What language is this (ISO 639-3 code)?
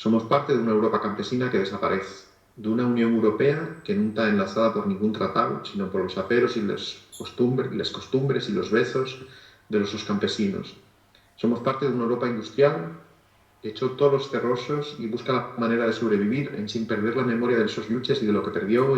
ast